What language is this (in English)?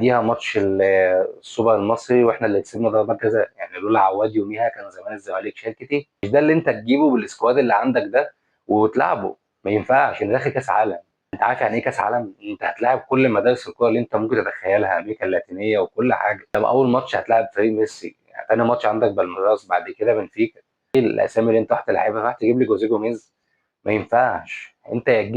Egyptian Arabic